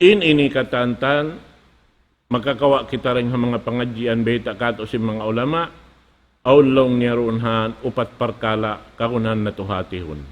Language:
Tausug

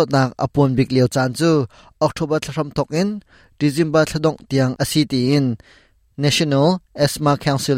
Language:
Hakha Chin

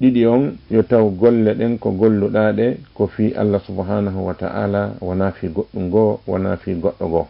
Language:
Fula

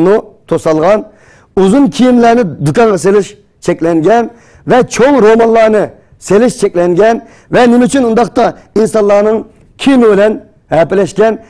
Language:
Uyghur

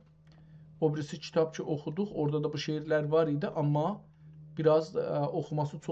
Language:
South Azerbaijani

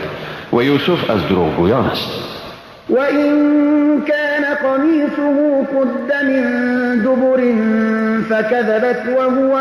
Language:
Persian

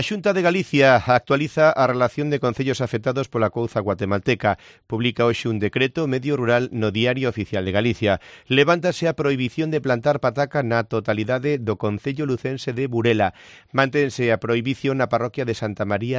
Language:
Galician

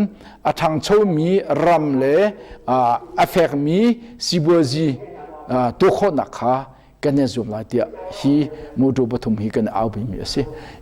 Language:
Hakha Chin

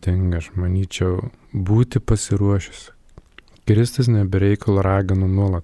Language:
Lithuanian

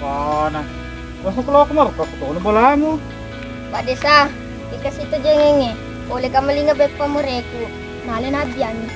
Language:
Buginese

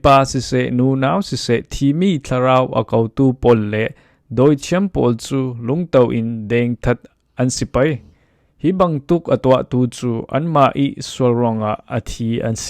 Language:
Falam Chin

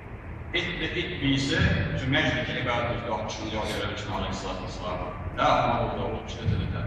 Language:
Ingush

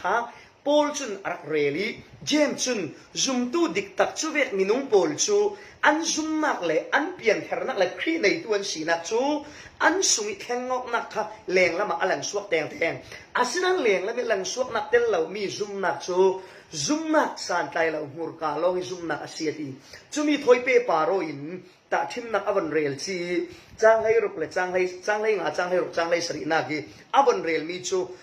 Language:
Falam Chin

